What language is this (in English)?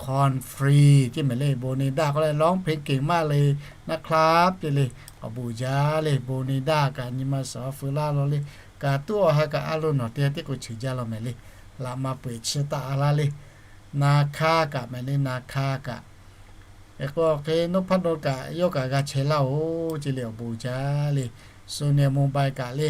Lahu